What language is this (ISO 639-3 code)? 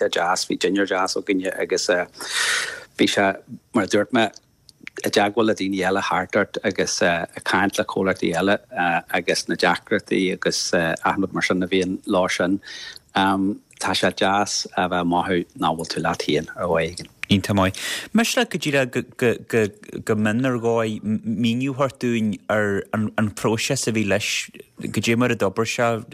gle